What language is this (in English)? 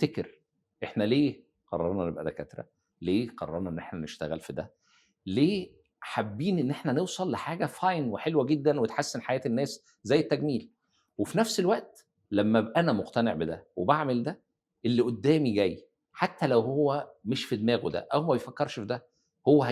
Egyptian Arabic